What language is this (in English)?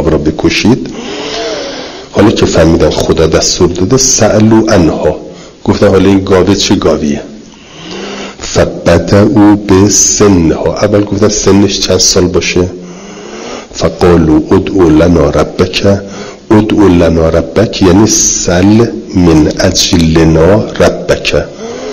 Persian